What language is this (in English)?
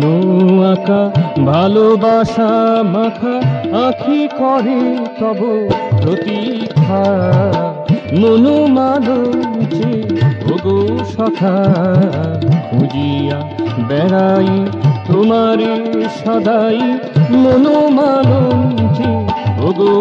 Bangla